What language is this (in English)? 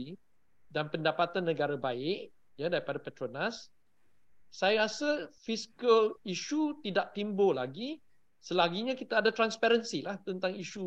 Malay